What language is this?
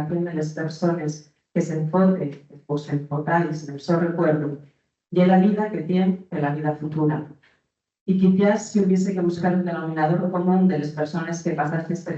Asturian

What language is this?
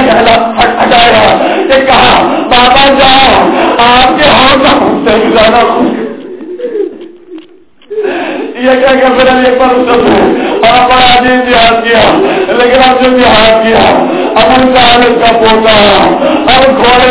Urdu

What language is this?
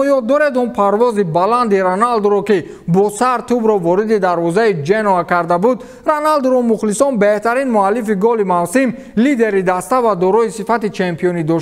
Tajik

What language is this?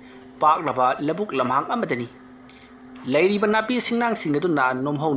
Manipuri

